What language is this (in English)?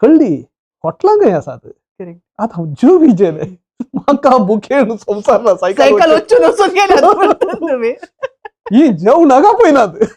Konkani